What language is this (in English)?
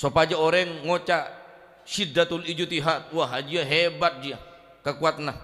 Madurese